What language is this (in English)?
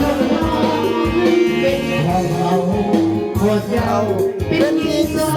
Lao